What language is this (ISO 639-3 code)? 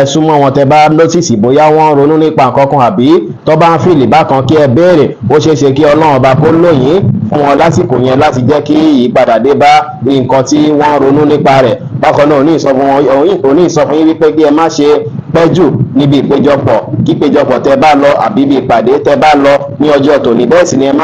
yor